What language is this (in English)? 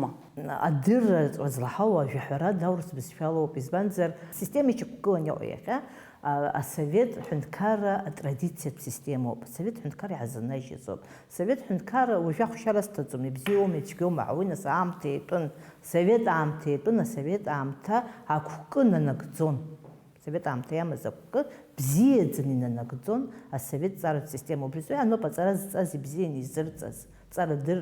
Abkhazian